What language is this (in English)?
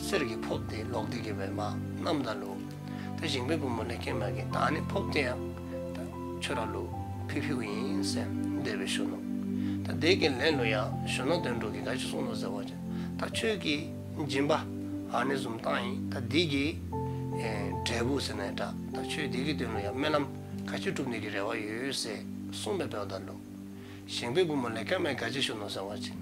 Dzongkha